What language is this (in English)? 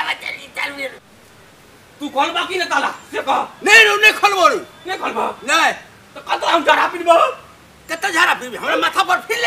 Maithili